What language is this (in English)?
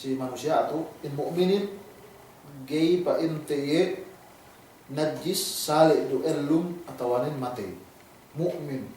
Yakan